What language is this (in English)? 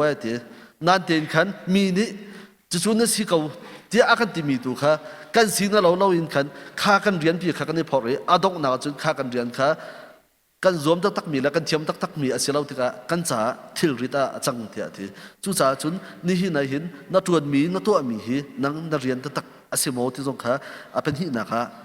Hakha Chin